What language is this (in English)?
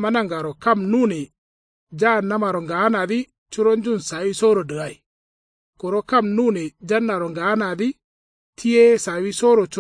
Kanuri